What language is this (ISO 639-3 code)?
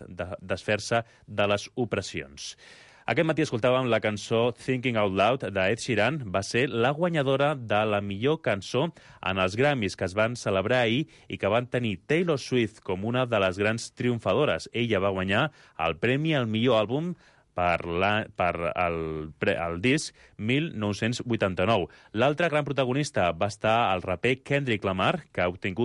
cat